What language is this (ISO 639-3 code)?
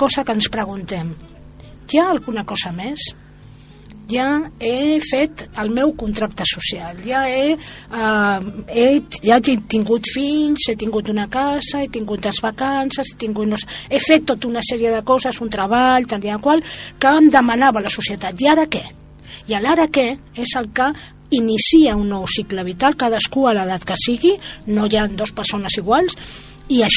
cat